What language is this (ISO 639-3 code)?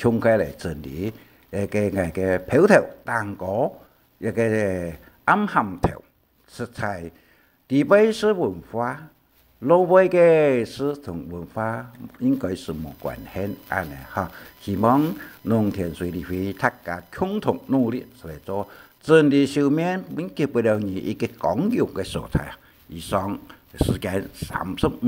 hak